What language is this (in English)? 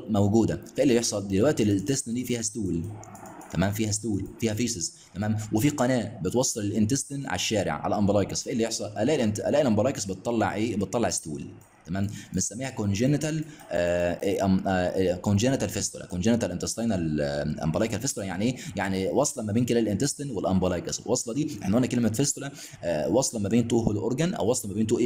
Egyptian Arabic